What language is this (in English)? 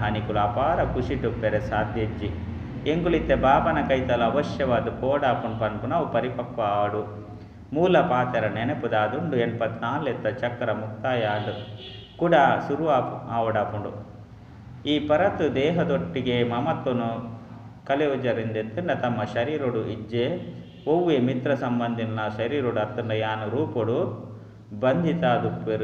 Tulu